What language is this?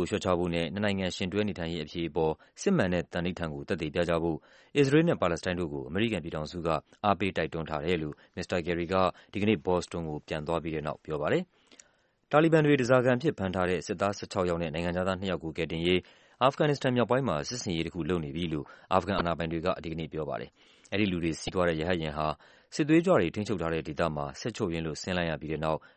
Burmese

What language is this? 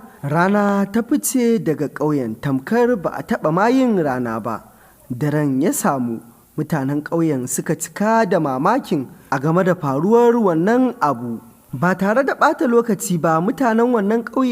Hausa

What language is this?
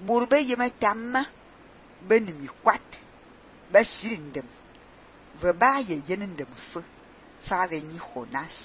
Fang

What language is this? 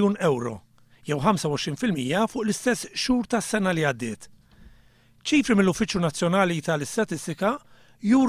Maltese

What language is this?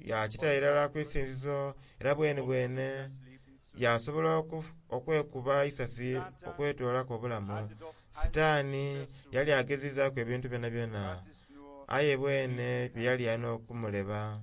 Soga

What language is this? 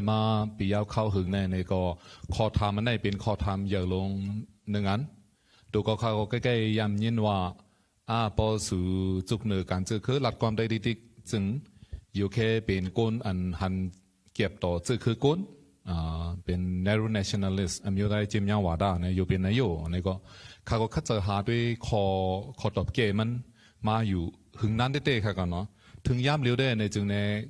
Shan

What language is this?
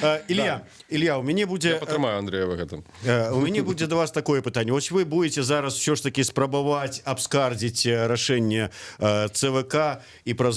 Belarusian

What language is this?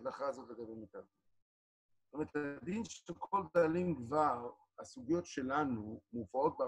Hebrew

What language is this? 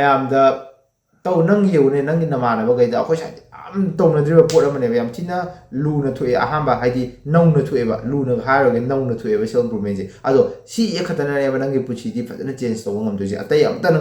Manipuri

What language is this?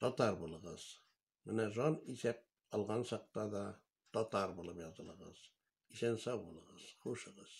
Tatar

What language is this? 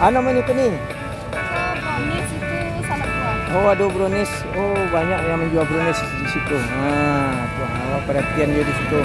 Minangkabau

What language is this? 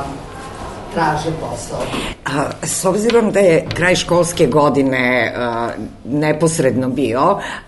Serbian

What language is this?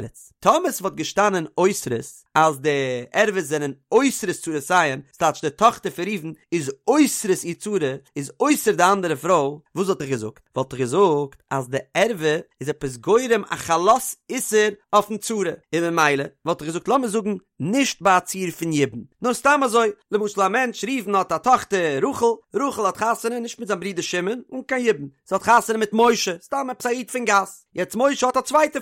Yiddish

